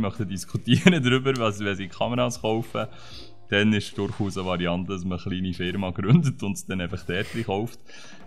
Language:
Swiss German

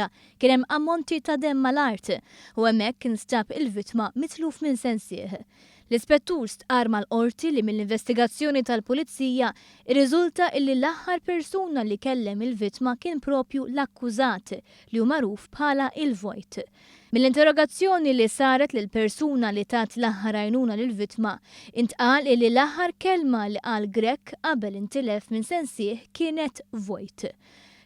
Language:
Maltese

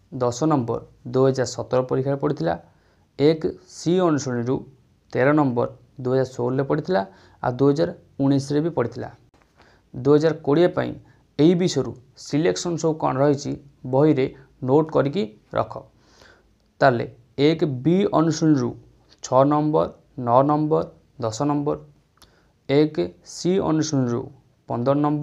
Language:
Odia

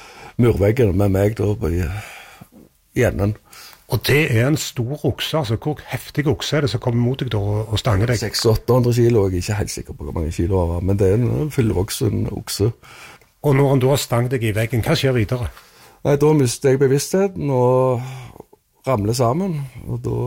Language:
Norwegian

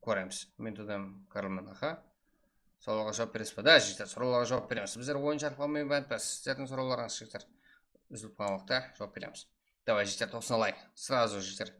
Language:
Kara-Kalpak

